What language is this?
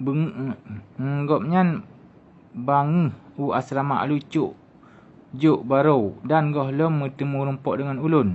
Achinese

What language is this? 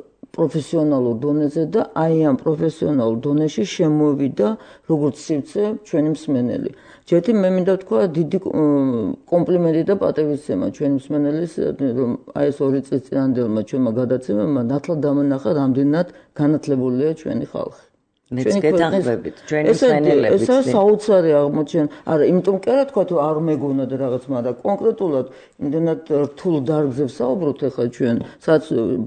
Georgian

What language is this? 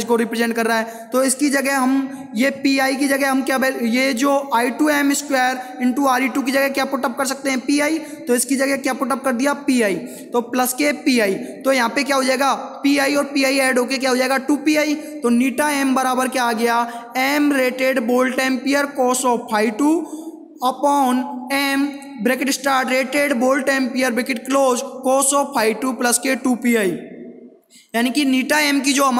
Hindi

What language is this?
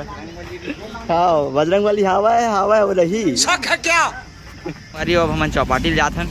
Chhattisgarhi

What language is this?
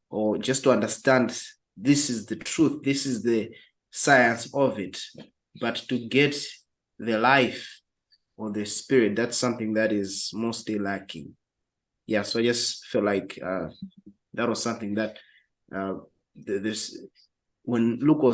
English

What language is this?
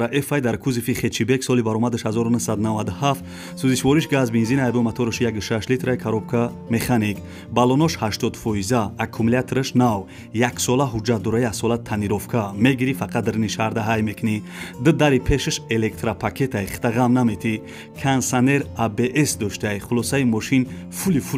Tajik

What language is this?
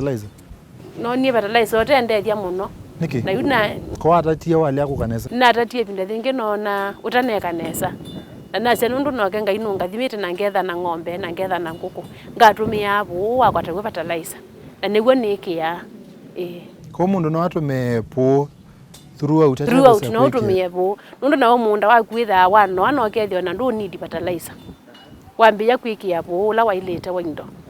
Kamba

